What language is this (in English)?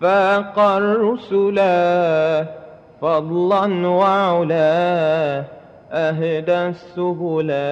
Madurese